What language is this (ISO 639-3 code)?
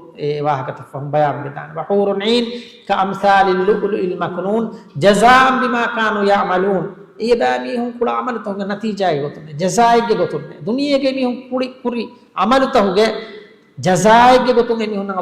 div